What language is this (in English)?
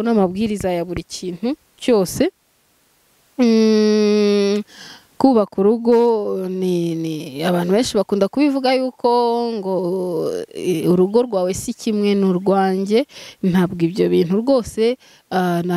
Kinyarwanda